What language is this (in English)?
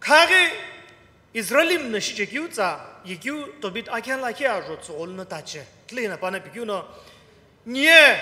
Sumi Naga